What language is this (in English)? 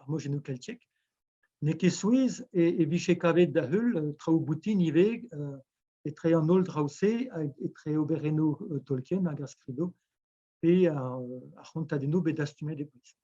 Breton